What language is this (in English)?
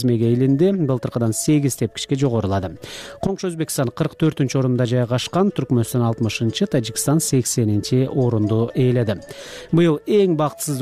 Kyrgyz